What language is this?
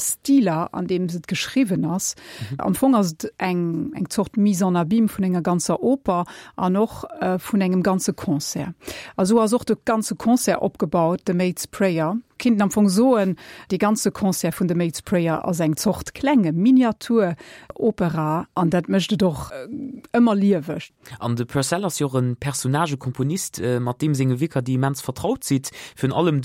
Luxembourgish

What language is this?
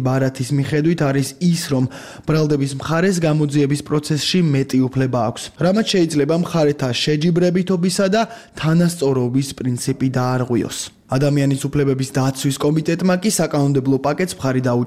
Georgian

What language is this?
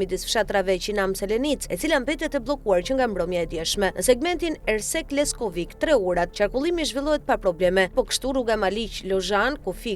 Albanian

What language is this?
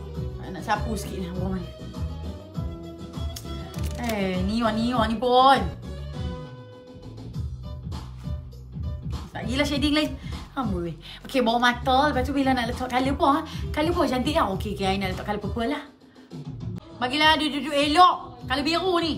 Malay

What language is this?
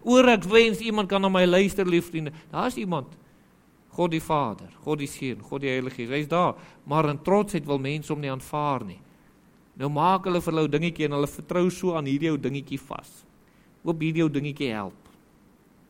Afrikaans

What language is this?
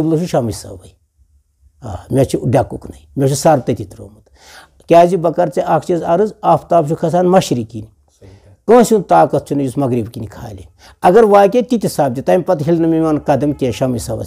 Kashmiri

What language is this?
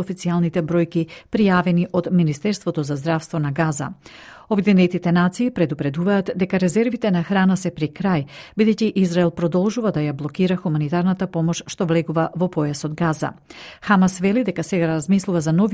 Macedonian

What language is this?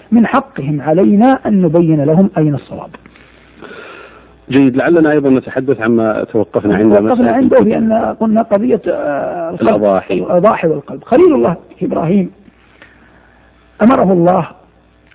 Arabic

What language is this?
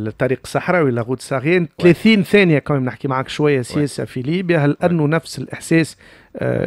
Tunisian Arabic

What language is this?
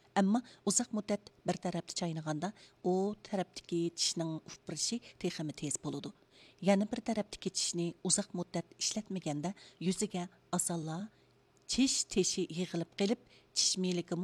Uyghur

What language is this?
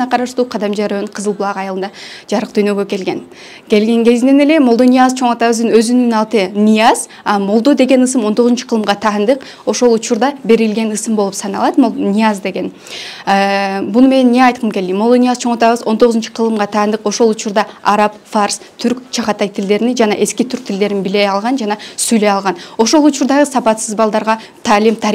Kyrgyz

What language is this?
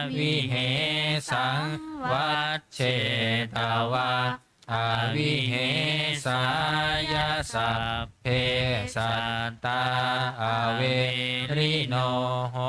Pali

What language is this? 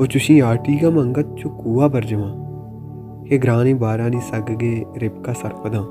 Baluchi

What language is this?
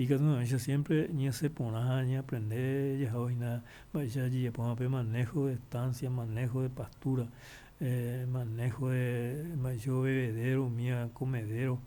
Guarani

